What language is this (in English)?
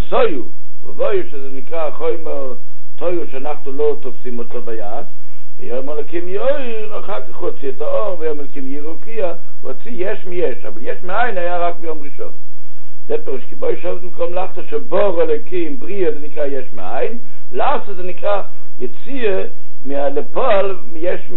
Hebrew